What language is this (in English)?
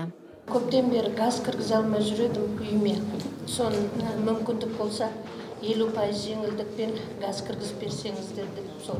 Kazakh